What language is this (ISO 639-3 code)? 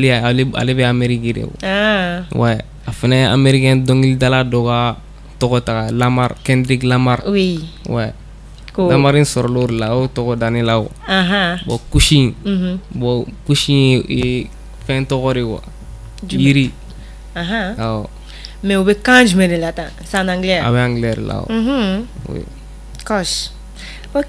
bam